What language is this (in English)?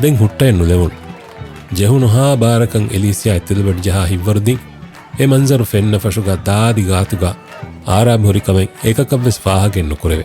Divehi